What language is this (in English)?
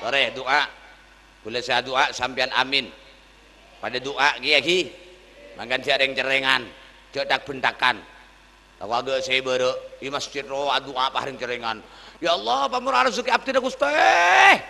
Madurese